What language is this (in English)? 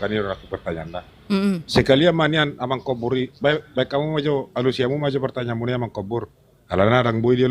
Batak Toba